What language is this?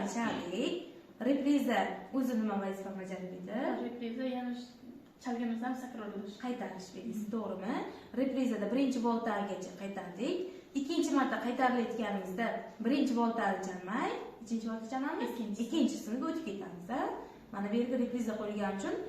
Uzbek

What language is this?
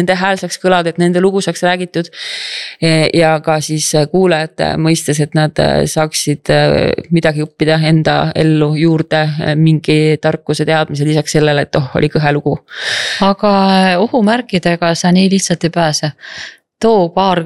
Estonian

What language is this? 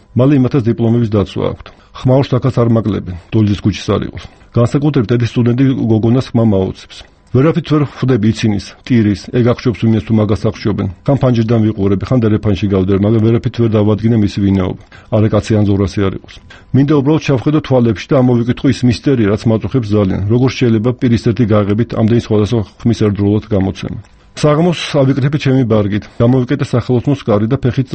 Georgian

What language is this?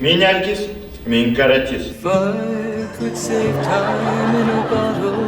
Bashkir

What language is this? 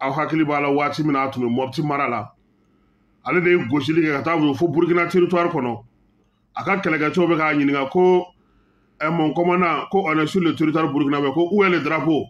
Bambara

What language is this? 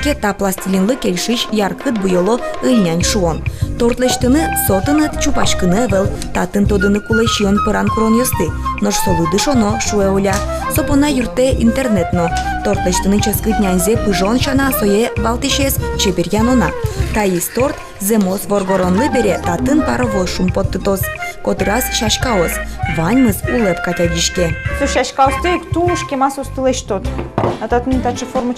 Udmurt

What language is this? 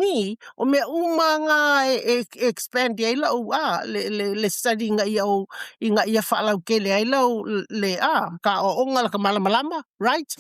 Samoan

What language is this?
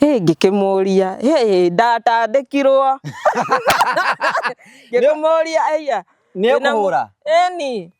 Kikuyu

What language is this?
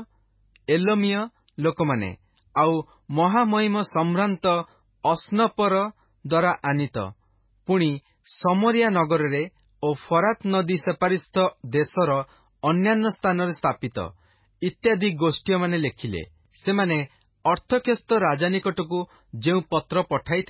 Odia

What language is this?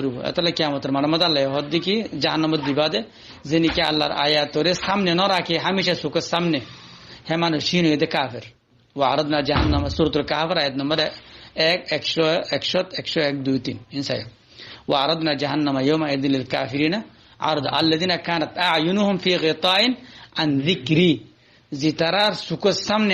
Rohingya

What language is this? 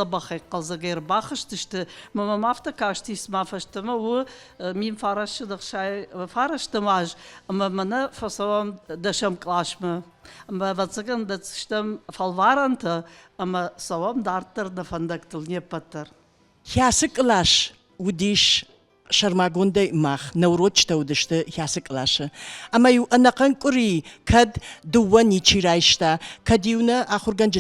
Ossetic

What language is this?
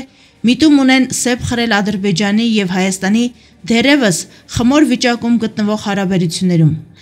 Armenian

